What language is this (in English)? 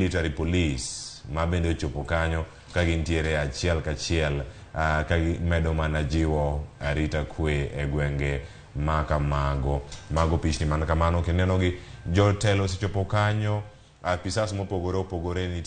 Luo (Kenya and Tanzania)